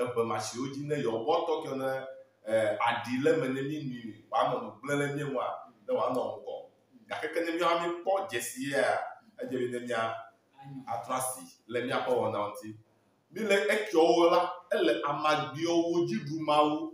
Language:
Ewe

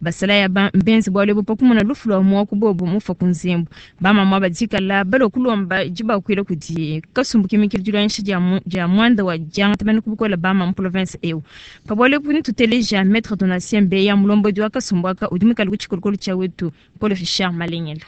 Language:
Luba-Lulua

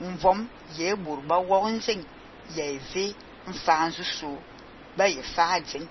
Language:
Fang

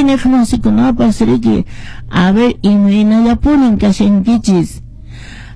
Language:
Quechua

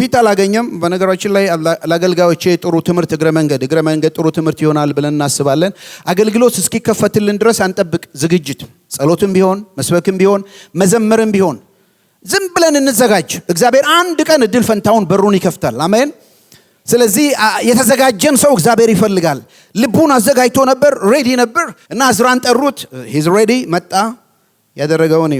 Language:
Amharic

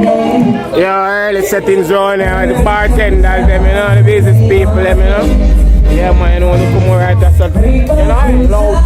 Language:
Jamaican Creole English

